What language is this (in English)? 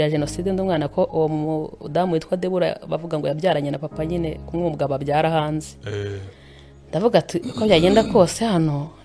Kinyarwanda